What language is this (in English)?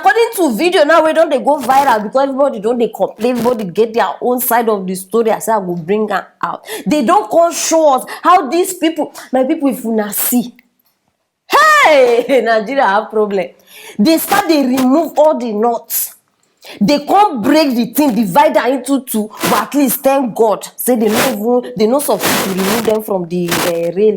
Nigerian Pidgin